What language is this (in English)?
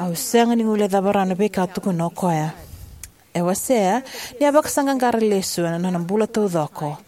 Fijian